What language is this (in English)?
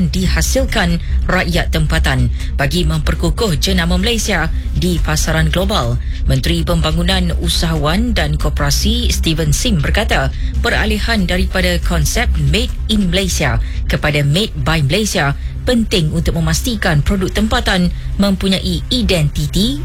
Malay